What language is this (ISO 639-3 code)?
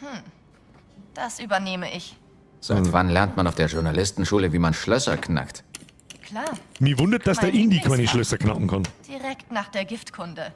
bar